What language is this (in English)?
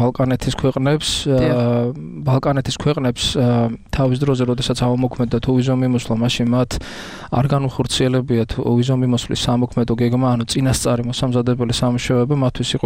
Georgian